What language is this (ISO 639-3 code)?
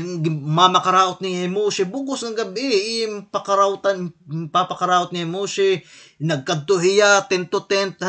war